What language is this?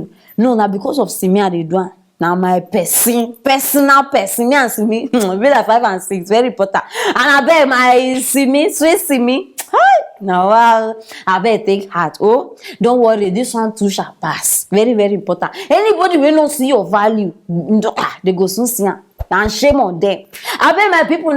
Nigerian Pidgin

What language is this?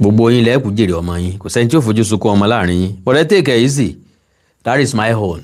Yoruba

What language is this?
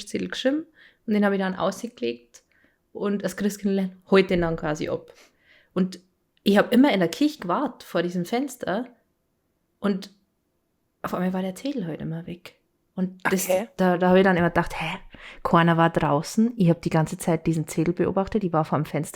Bavarian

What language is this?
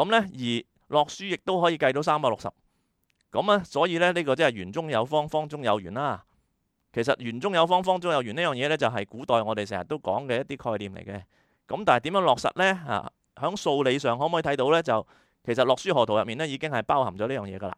Cantonese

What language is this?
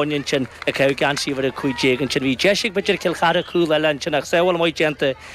Irish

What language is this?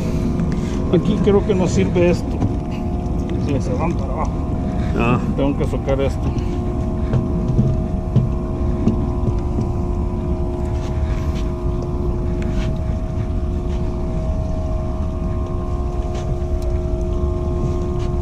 Spanish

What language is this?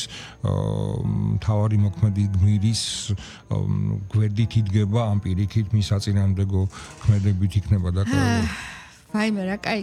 Georgian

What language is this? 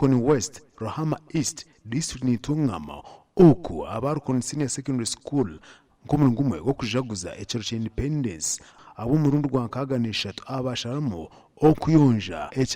Nyankole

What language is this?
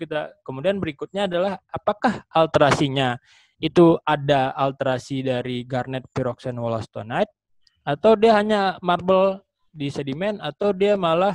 Indonesian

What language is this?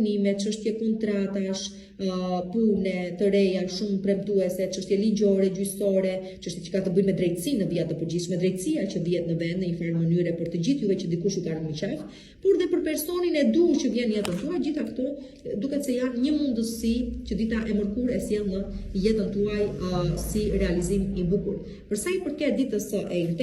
Albanian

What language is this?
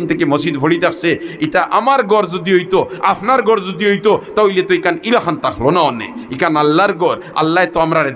Sylheti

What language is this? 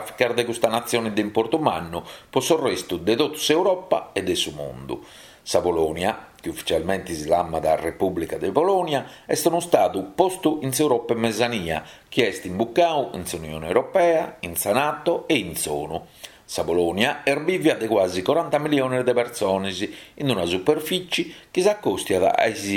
Sardinian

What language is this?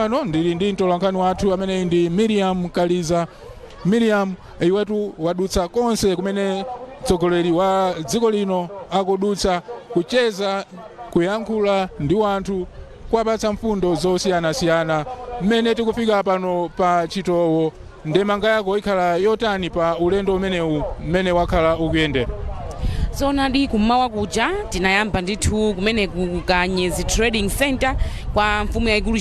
Nyanja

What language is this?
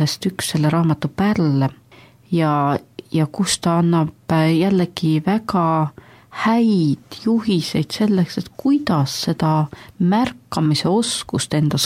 Estonian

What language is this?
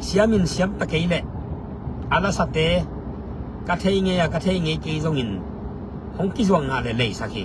Tedim Chin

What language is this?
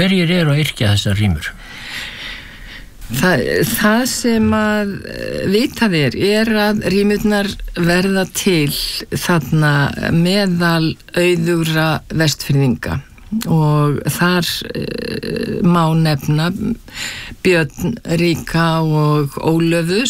Icelandic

